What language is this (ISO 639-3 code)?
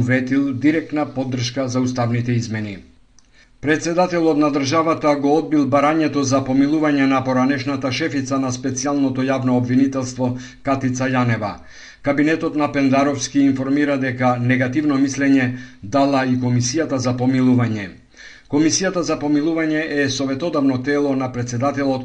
mkd